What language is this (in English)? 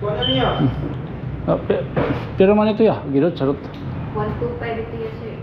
Waray